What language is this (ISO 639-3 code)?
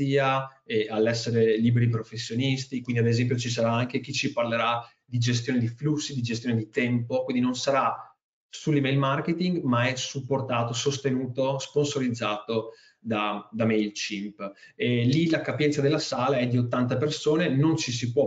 ita